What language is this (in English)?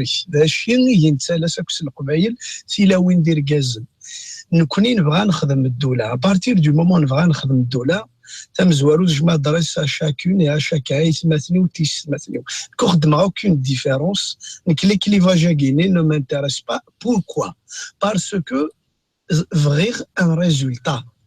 Kabyle